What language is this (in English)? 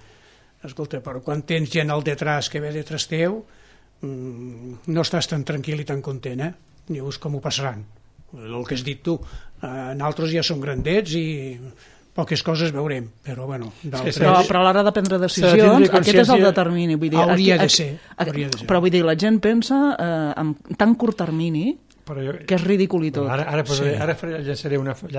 Catalan